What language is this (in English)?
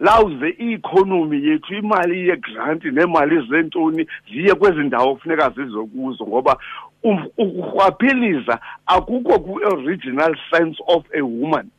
Xhosa